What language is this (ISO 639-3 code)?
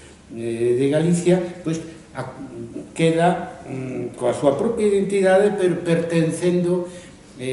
glg